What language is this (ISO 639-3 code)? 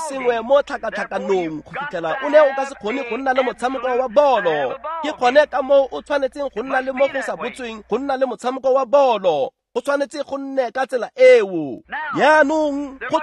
tsn